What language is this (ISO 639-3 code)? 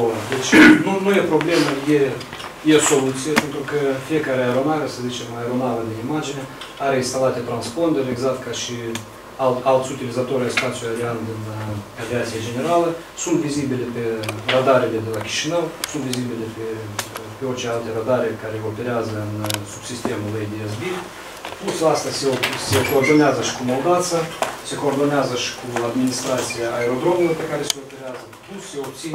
ron